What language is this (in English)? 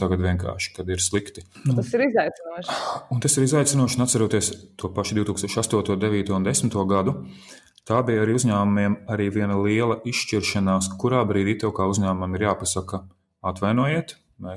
Latvian